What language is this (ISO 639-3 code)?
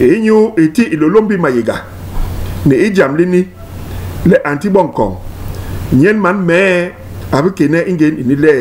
bas